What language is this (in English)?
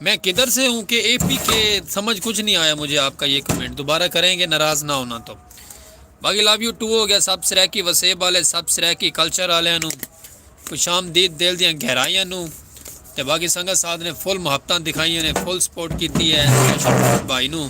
Saraiki